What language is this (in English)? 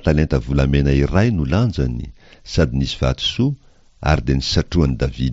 Malagasy